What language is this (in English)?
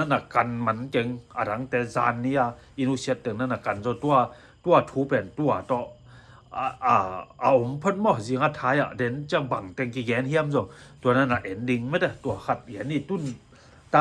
Tedim Chin